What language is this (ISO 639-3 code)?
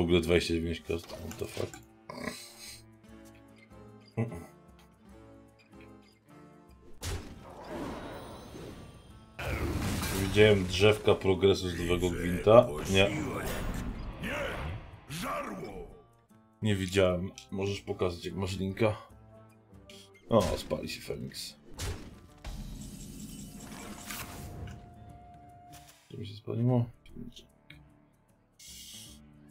pol